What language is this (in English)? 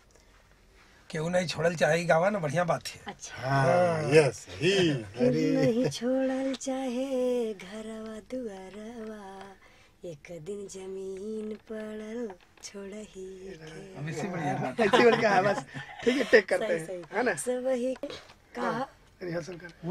Bhojpuri